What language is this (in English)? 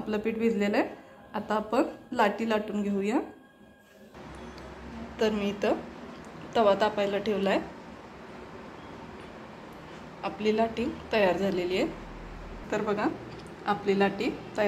Marathi